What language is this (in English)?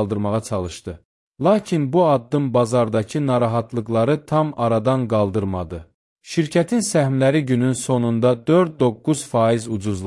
Azerbaijani